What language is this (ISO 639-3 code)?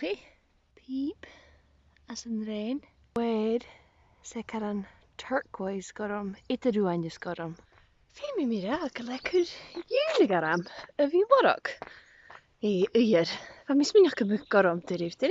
gla